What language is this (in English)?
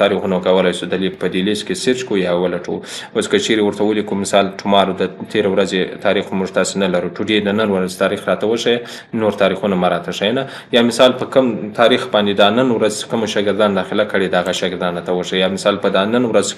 Pashto